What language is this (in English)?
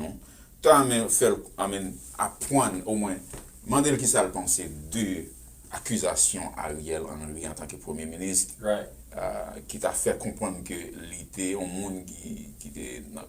Haitian Creole